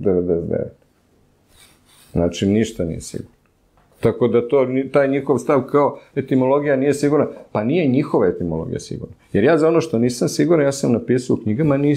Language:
Serbian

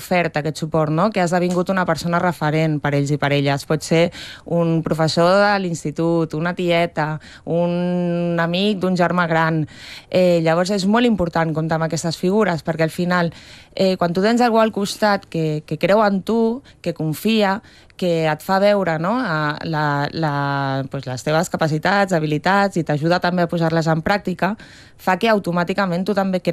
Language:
Catalan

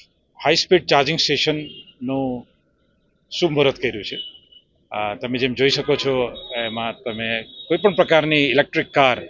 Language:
Gujarati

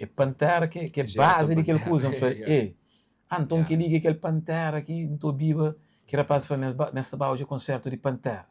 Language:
Kabuverdianu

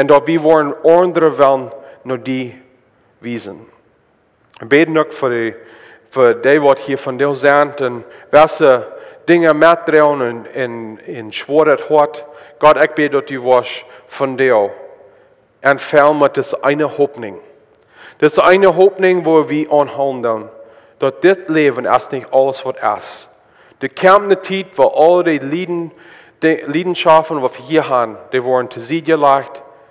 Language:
Plautdietsch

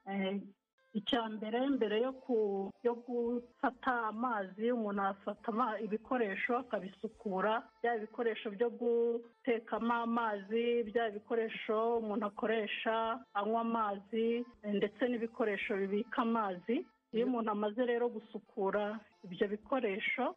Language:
Kinyarwanda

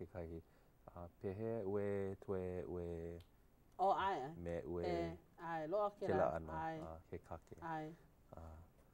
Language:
Hawaiian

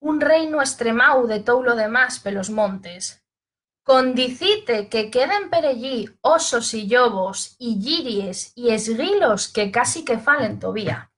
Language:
Asturian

